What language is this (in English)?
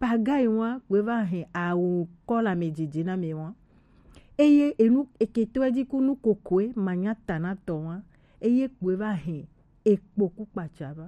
Gen